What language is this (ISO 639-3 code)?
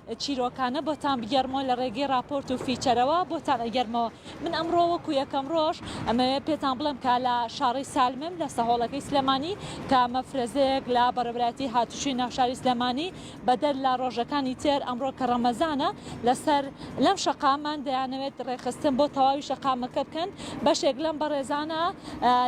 ckb